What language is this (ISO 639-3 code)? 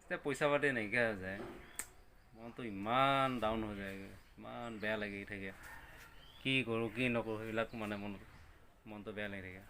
asm